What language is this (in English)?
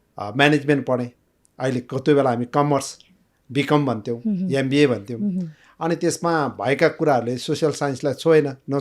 Nepali